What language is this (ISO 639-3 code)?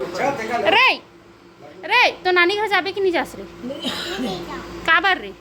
hne